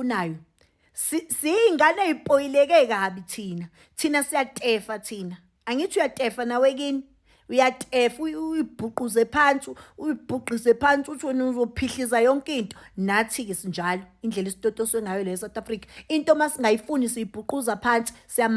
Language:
Zulu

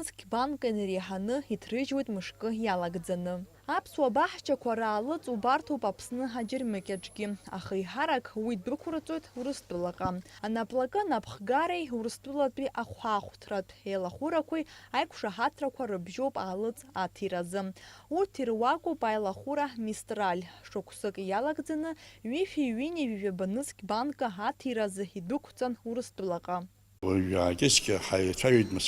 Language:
Abkhazian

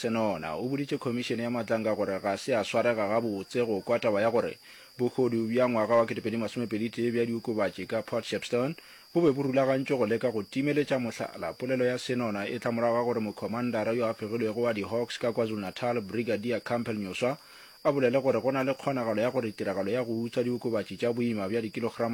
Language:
Northern Sotho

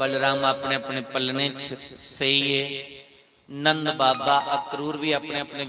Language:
Dogri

